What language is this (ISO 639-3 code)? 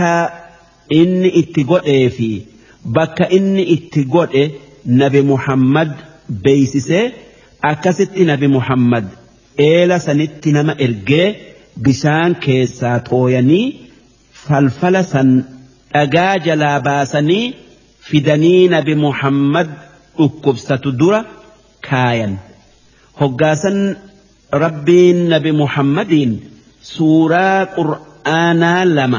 orm